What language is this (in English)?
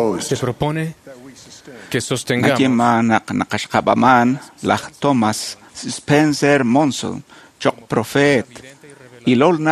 Kekchí